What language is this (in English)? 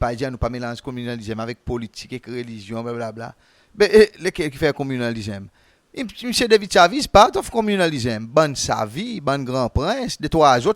Seselwa Creole French